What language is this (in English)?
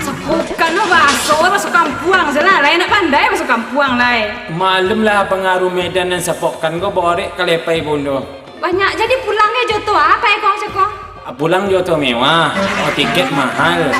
Minangkabau